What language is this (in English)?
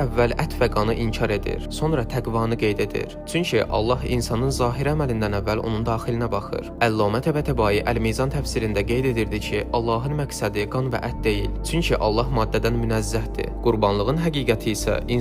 Azerbaijani